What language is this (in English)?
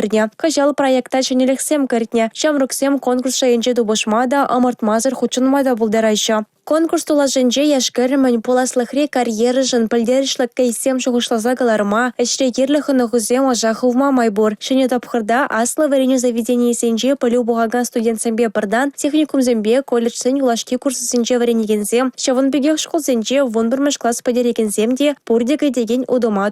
Chuvash